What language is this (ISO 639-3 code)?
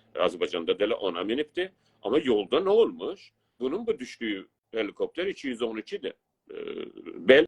azb